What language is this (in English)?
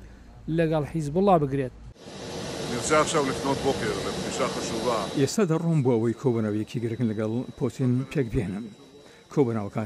Central Kurdish